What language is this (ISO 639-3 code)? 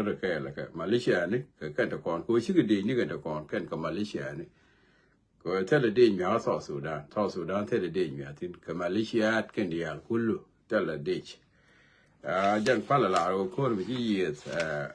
nus